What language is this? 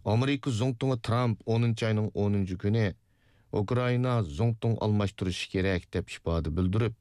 Uyghur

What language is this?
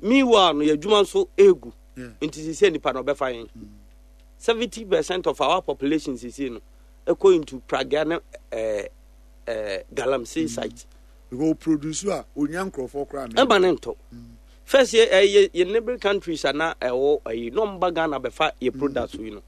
Akan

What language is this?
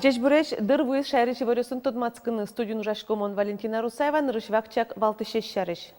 Udmurt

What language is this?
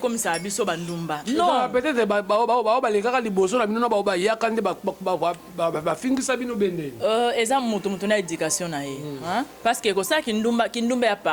Lingala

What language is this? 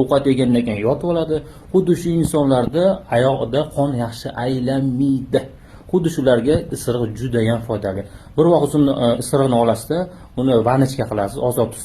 Uzbek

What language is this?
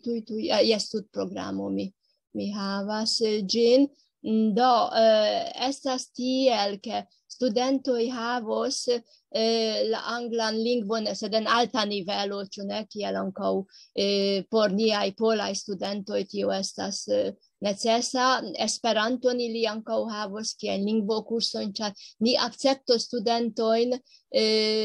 Esperanto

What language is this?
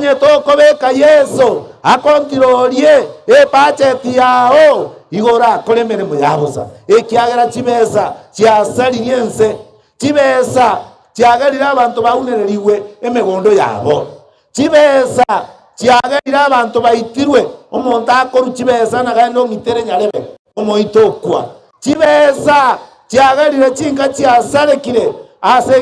Gusii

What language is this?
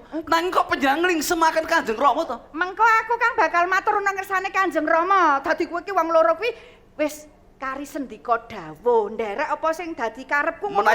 Javanese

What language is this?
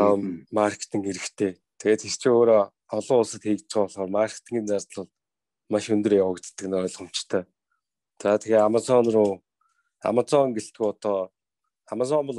Mongolian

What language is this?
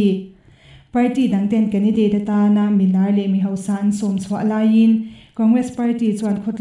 Mizo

